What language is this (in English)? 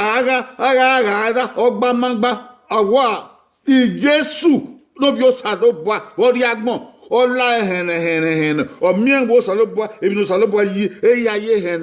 Bini